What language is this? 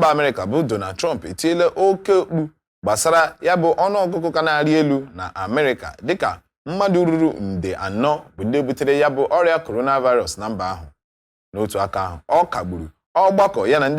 Igbo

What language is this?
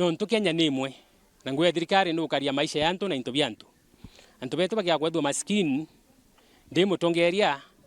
Meru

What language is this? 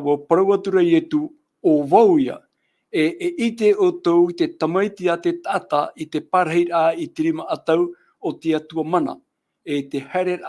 Tahitian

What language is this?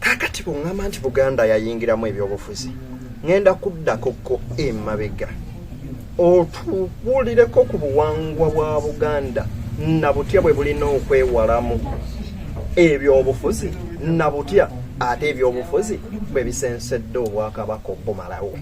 Ganda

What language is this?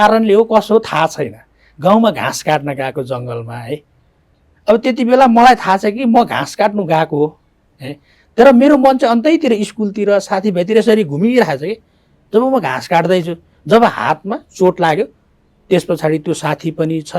Nepali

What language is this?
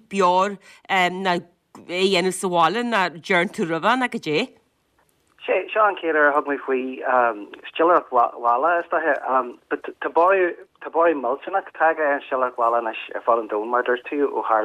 Irish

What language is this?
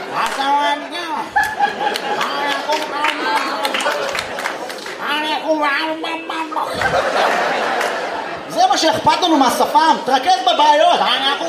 Hebrew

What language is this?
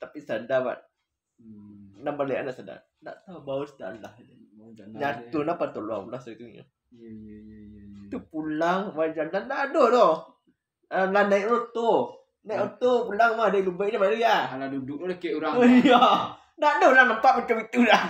Minangkabau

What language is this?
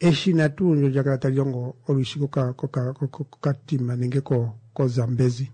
Kuanyama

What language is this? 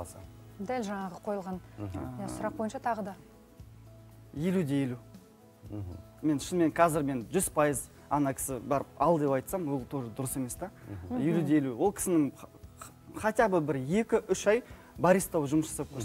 Kazakh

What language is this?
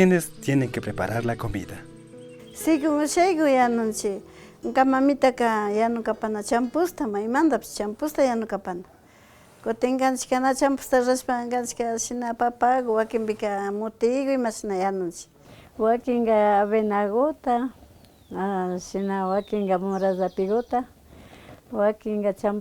Imbabura Highland Quichua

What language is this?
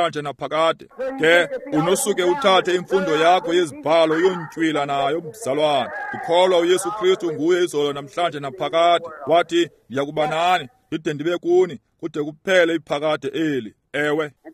Xhosa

